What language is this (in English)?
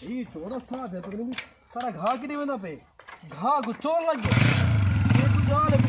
Saraiki